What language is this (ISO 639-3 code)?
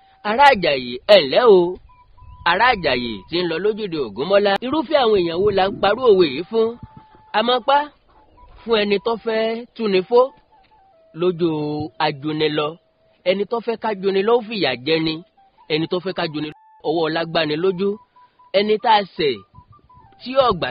yor